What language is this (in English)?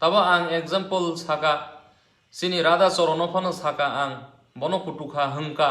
Kok Borok